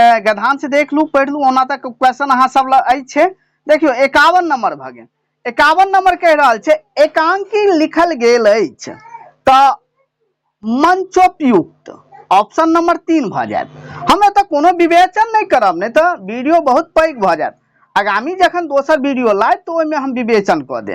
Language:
Maithili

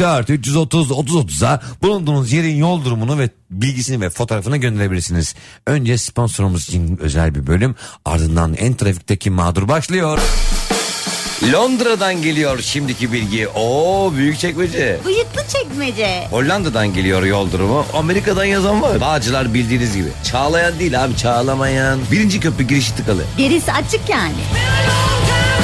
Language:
Turkish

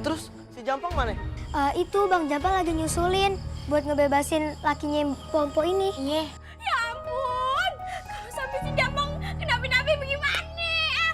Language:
Betawi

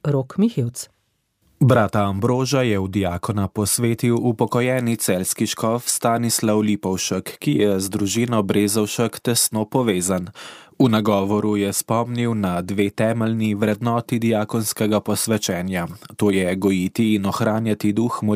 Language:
Slovenian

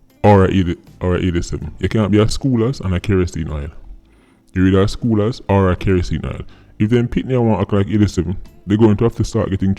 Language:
Jamaican Creole English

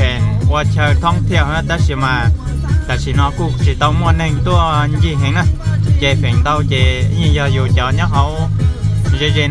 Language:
Hmong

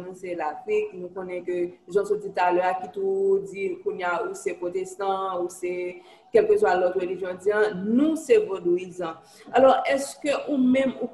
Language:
Haitian Creole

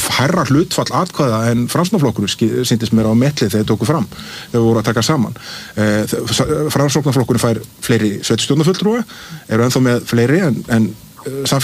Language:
Icelandic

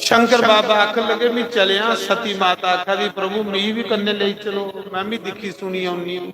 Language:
Dogri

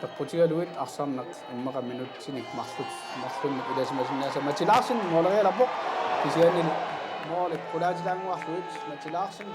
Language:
Kalaallisut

